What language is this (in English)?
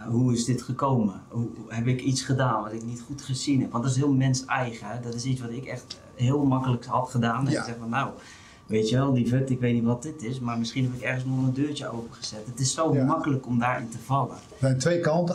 Dutch